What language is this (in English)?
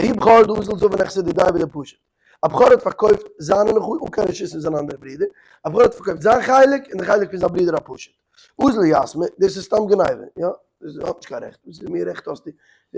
Yiddish